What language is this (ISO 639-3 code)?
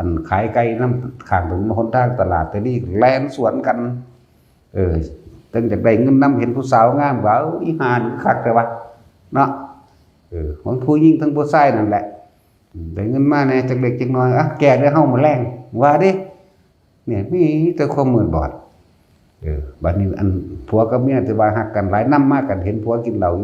tts